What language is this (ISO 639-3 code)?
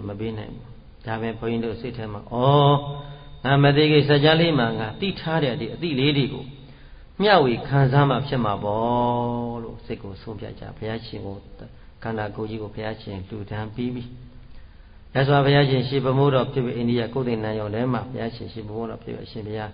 mya